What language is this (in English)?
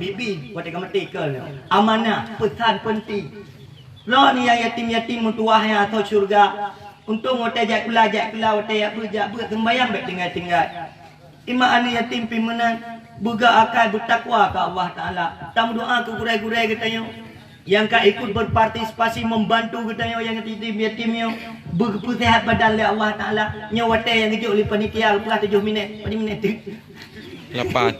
Achinese